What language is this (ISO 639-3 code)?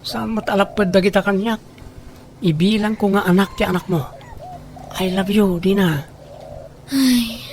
ilo